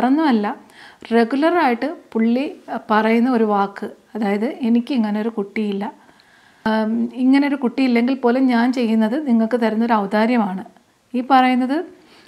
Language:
Malayalam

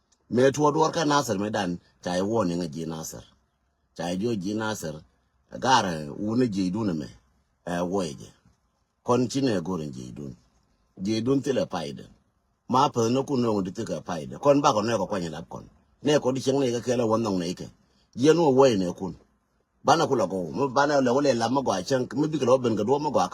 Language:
Nuer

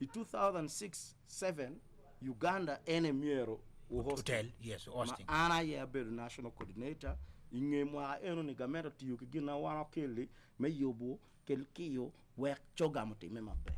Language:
Acoli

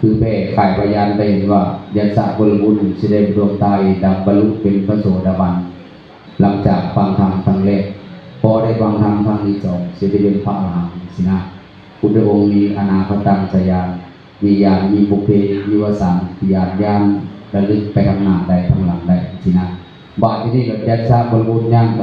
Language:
Northeastern Thai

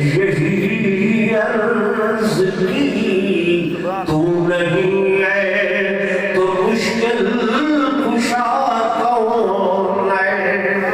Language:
Saraiki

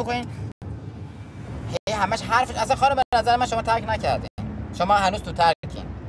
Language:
Persian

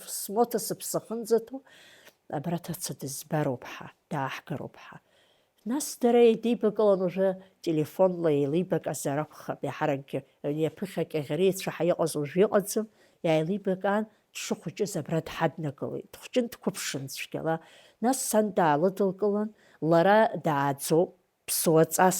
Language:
Abkhazian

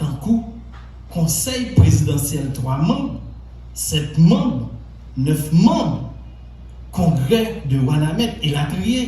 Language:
Haitian Creole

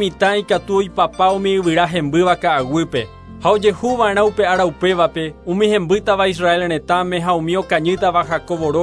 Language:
Guarani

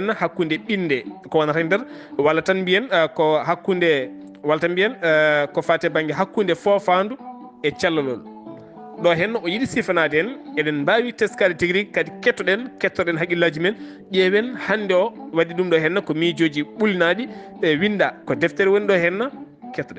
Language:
Fula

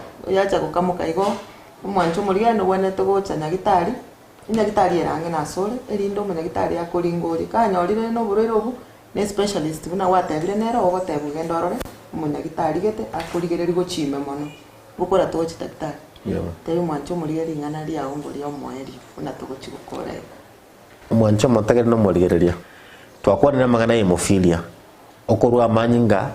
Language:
Gusii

